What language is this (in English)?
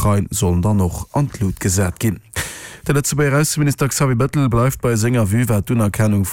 Luxembourgish